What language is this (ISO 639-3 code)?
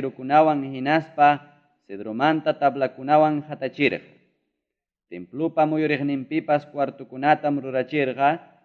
quy